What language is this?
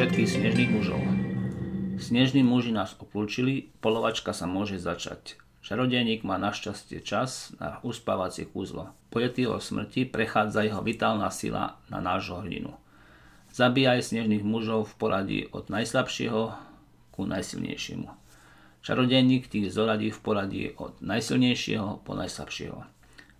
Slovak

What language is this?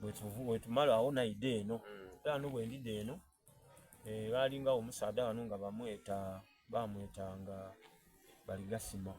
Soga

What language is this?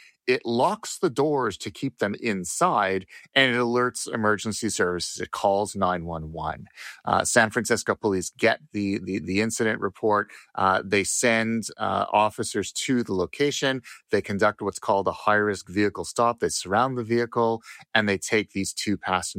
English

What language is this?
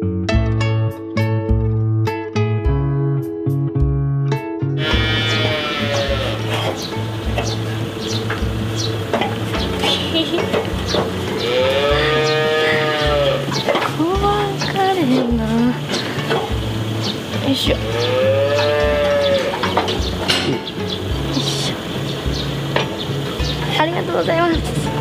Japanese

